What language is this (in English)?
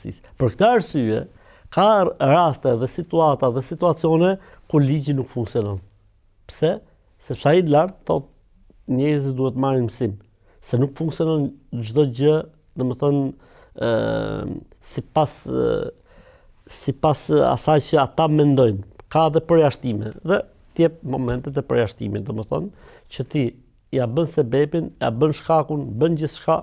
Albanian